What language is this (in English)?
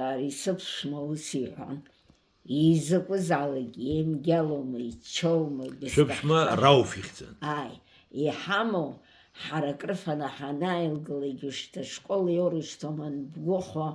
Abkhazian